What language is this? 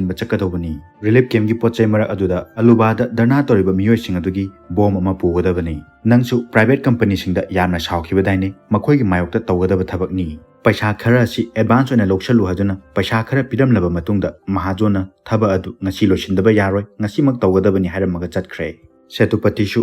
Manipuri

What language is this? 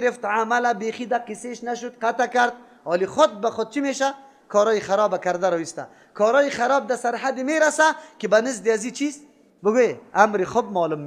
Persian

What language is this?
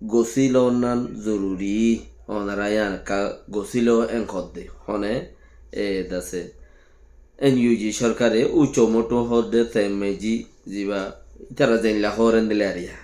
Rohingya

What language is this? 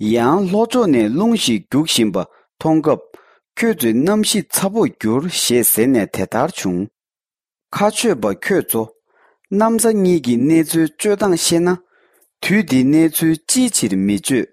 Tibetan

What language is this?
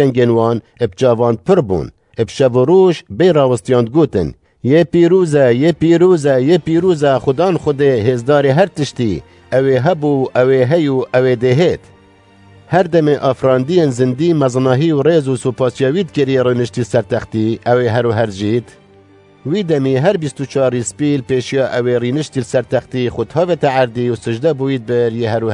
Kurdish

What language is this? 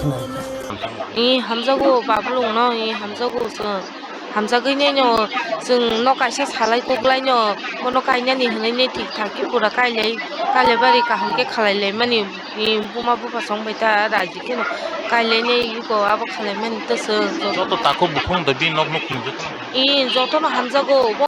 Kok Borok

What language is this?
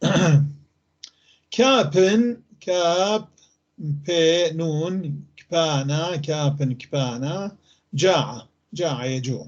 North Levantine Arabic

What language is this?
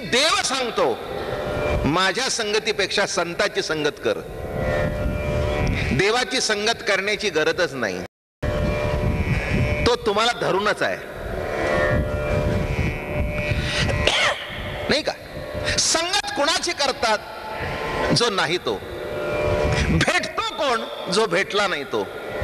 Marathi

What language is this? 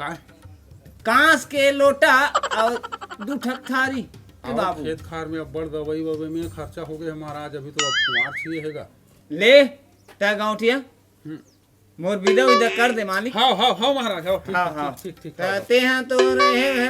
Chhattisgarhi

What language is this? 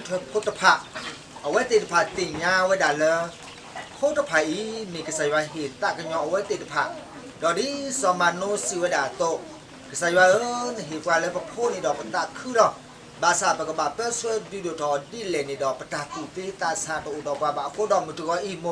S'gaw Karen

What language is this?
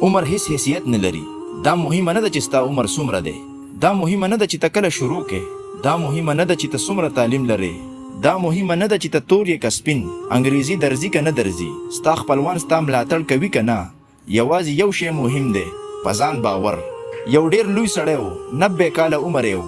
Pashto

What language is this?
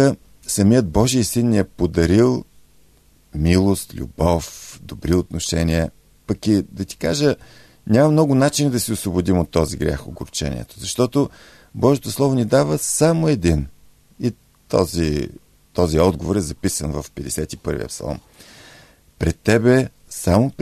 Bulgarian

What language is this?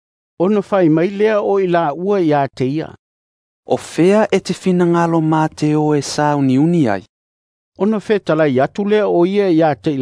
Samoan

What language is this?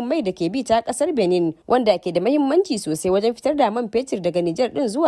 Hausa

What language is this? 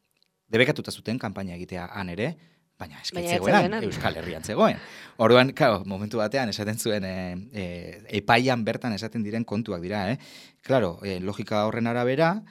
Basque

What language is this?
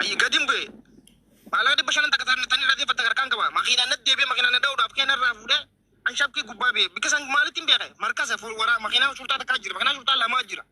Oromo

